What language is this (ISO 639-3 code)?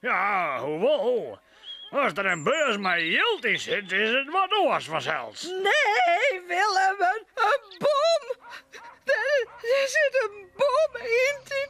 fry